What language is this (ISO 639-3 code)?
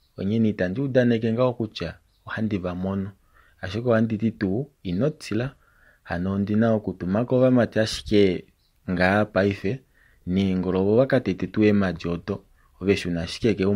kua